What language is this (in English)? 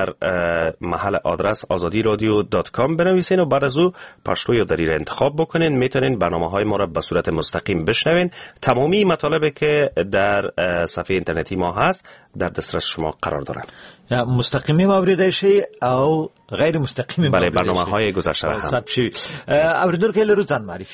Persian